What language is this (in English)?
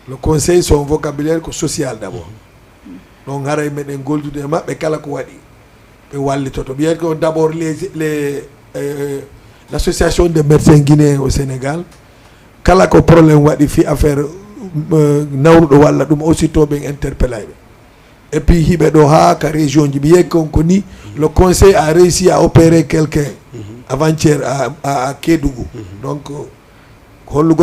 Fula